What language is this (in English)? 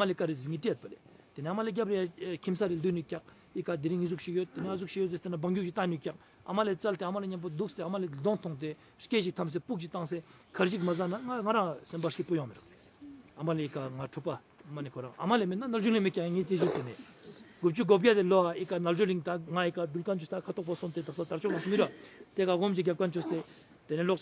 Ladakhi